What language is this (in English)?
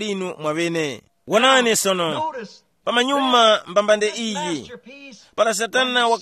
Tumbuka